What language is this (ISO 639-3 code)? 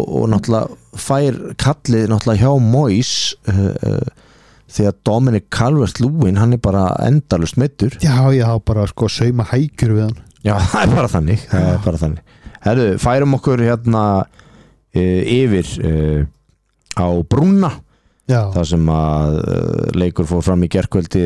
isl